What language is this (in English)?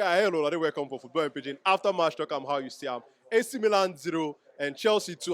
Nigerian Pidgin